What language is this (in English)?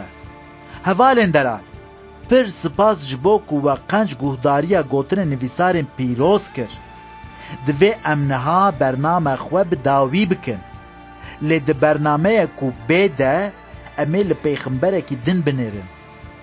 Kurdish